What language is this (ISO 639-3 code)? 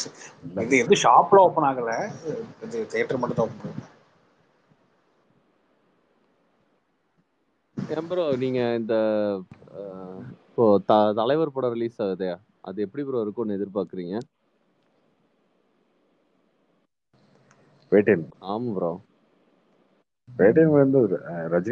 tam